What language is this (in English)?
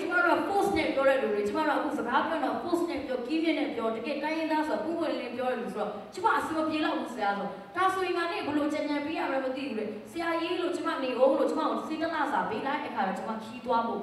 Burmese